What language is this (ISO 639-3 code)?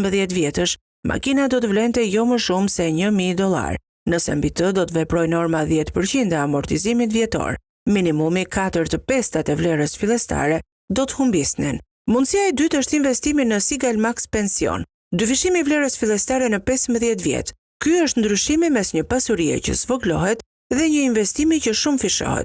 sqi